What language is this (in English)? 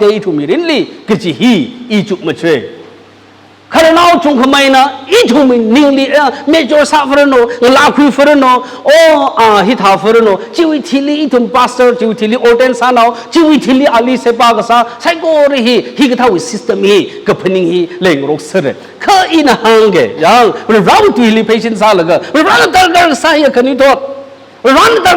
Tangkhul Naga (India)